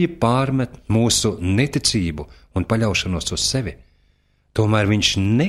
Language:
Latvian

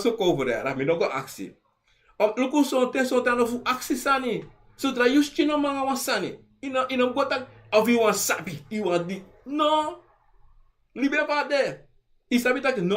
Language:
Sranan Tongo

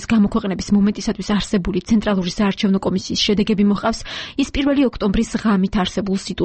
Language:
Georgian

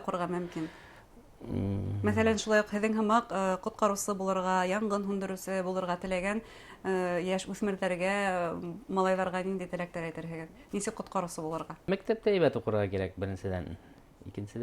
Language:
Bashkir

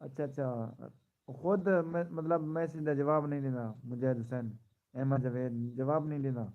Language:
Saraiki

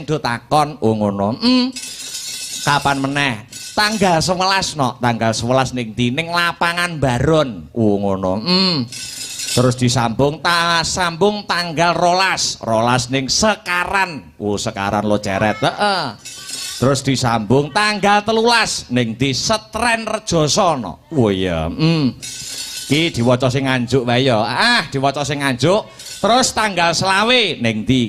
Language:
Javanese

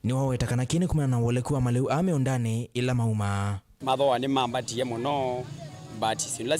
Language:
Kamba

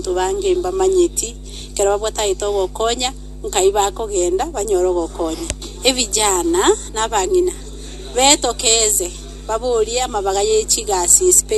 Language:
Gusii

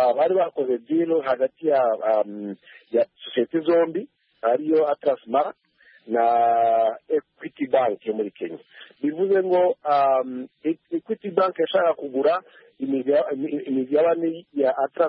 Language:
Kinyarwanda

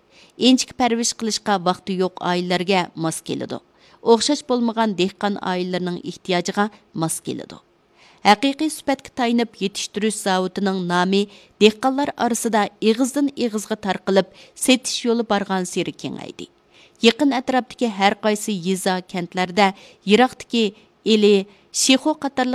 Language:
Uyghur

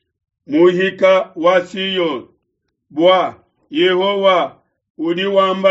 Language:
Luba-Lulua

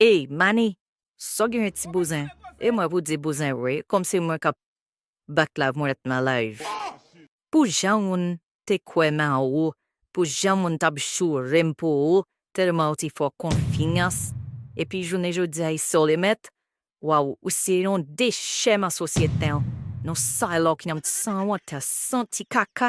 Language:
Haitian Creole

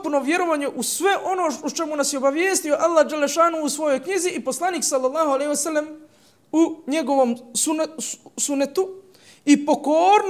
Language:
Bosnian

